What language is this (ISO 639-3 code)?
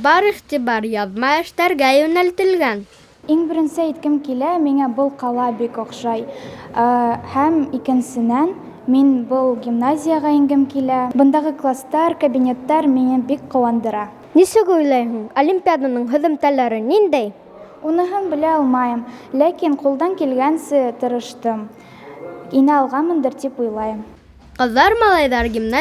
bak